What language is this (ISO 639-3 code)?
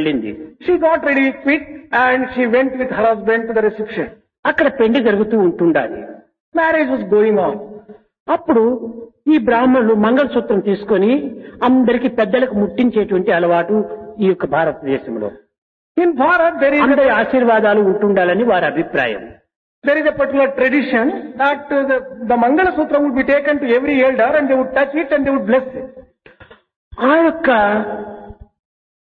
tel